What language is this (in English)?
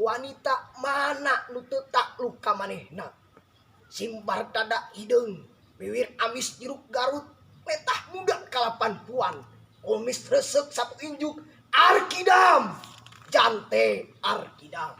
Sundanese